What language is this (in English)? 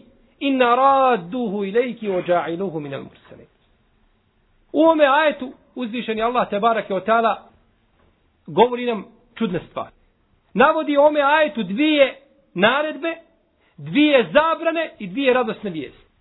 Bosnian